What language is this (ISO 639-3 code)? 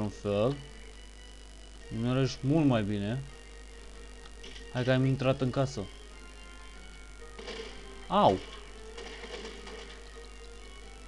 ron